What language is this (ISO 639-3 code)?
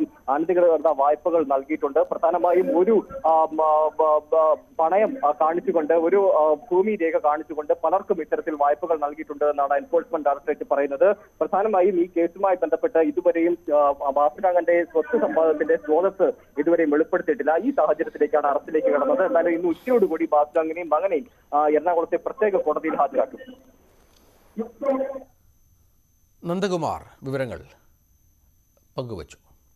mal